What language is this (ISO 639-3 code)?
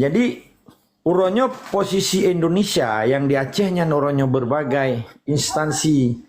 ace